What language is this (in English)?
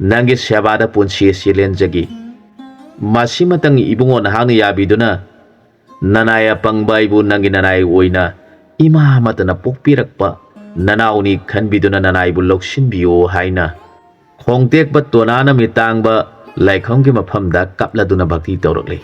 Manipuri